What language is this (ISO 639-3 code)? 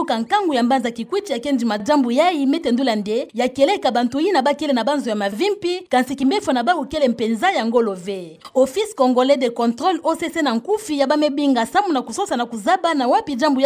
ktu